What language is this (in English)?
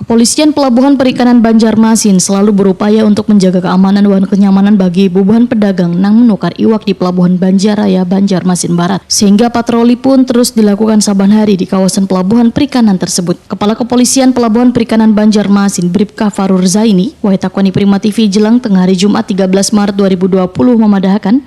Banjar